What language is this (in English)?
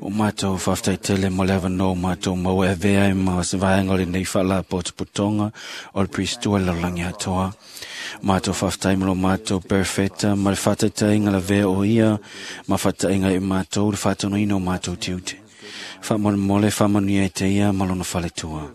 Samoan